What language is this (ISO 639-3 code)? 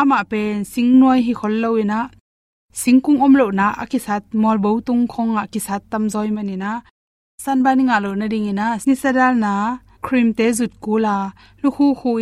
ctd